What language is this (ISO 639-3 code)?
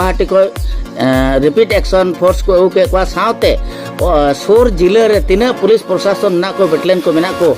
sat